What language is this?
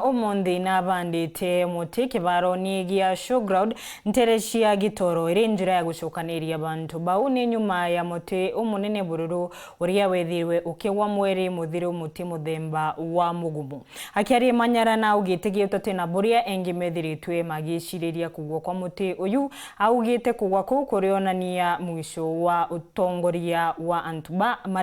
Meru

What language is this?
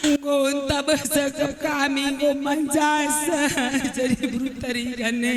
Batak Karo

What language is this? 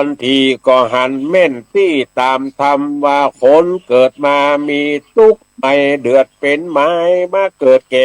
Northern Thai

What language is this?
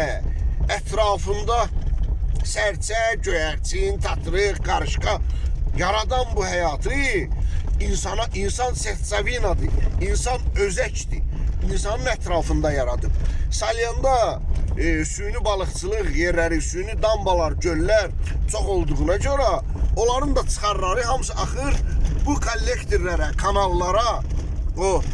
Azerbaijani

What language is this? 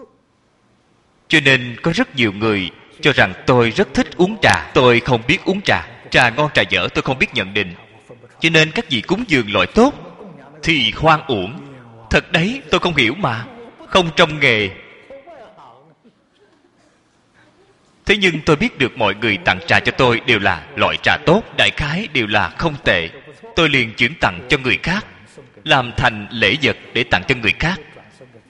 Vietnamese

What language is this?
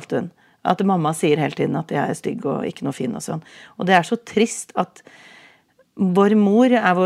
Norwegian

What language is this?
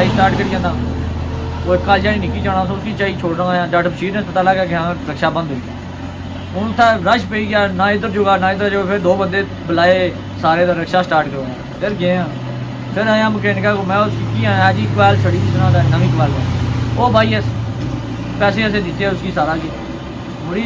Pahari-Potwari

